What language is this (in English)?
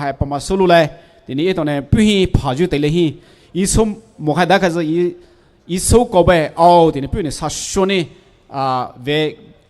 Poumei Naga